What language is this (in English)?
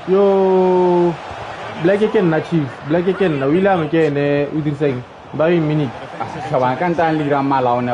Tswana